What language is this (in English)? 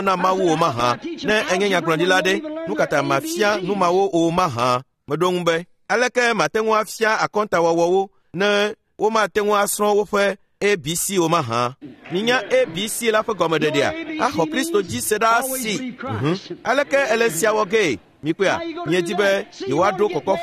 Ewe